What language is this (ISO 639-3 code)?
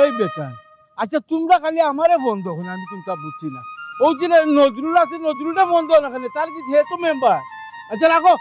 syl